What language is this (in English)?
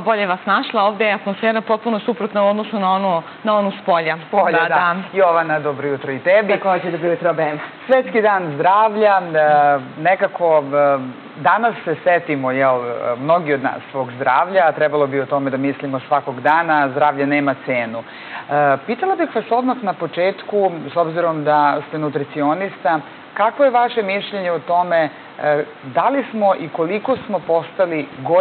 Serbian